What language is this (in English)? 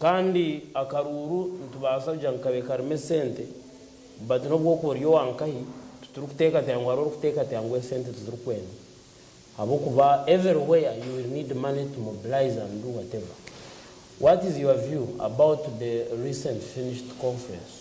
Nyankole